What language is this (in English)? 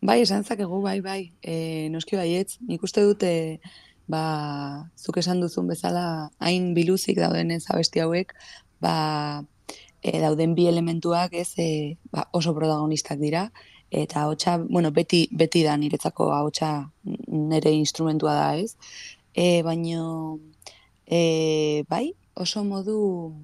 Basque